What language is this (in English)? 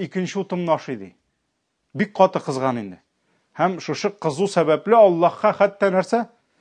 Tatar